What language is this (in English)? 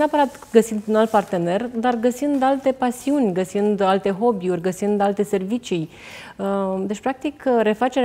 Romanian